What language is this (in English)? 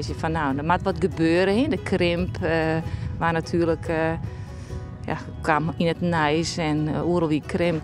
Western Frisian